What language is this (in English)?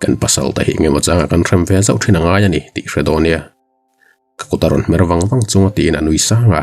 Mizo